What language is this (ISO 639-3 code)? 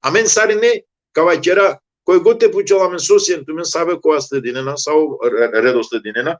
rmn